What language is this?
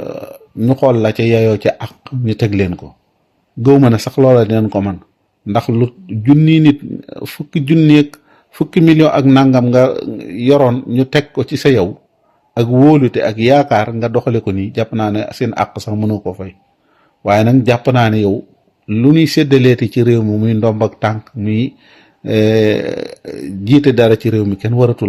Wolof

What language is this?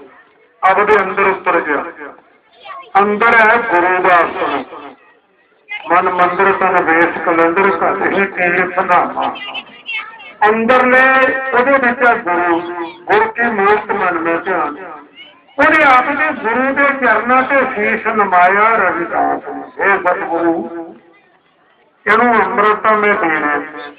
Punjabi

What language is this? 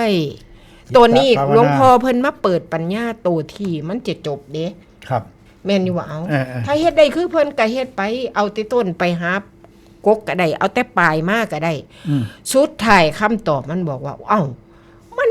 Northeastern Thai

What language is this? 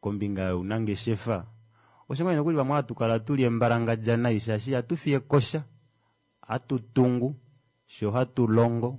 Kuanyama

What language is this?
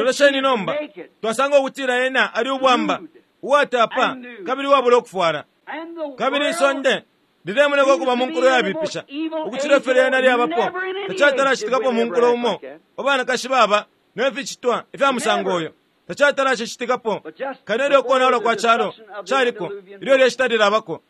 Bemba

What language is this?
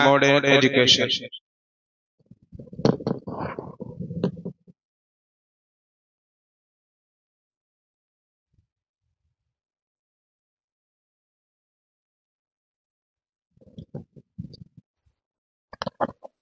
Malayalam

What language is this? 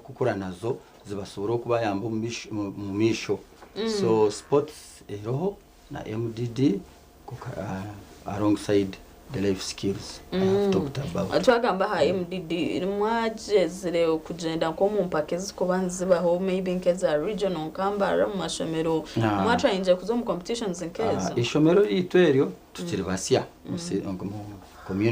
Nyankole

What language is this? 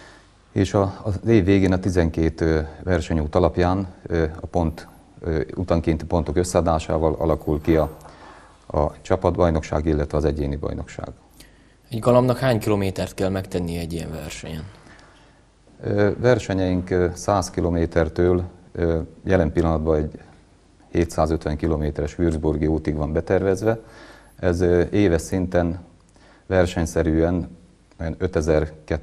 Hungarian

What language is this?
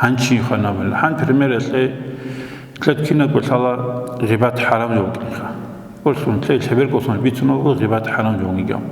Avaric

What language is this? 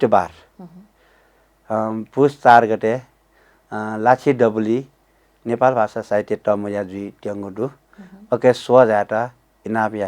Newari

